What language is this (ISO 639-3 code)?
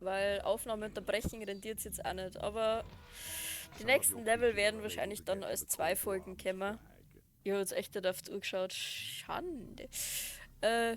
bar